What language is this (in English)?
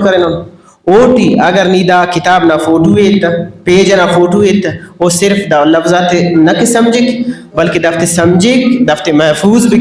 Brahui